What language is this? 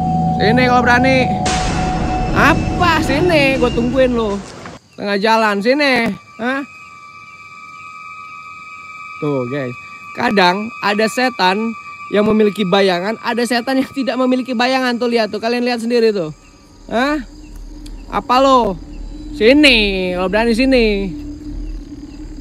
Indonesian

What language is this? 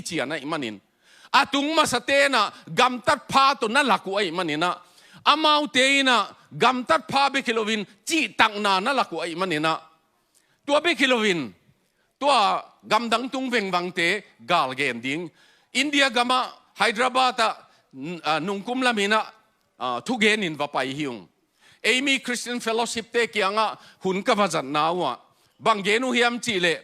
Tedim Chin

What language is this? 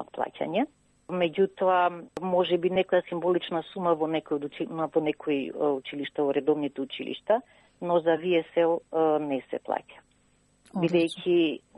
Macedonian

